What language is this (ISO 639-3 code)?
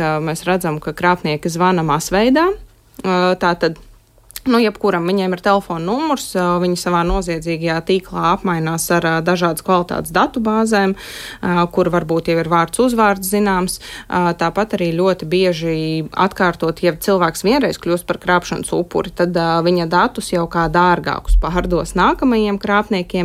lav